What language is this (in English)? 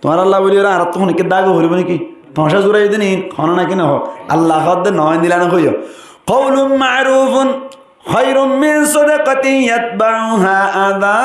Rohingya